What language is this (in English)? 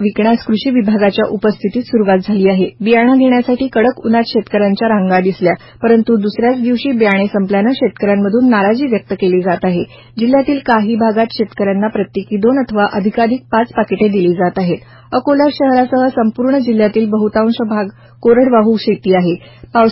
Marathi